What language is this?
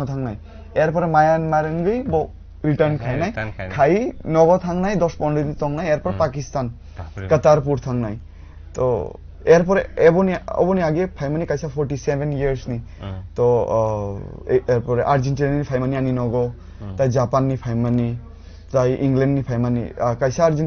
Kok Borok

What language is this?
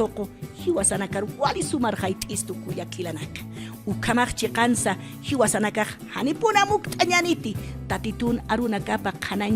Aymara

